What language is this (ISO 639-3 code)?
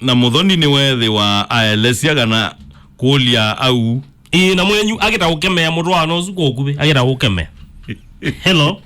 kam